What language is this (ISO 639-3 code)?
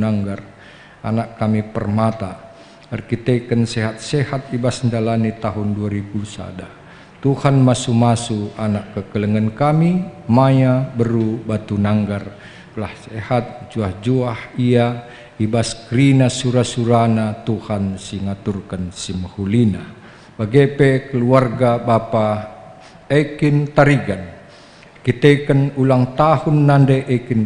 btx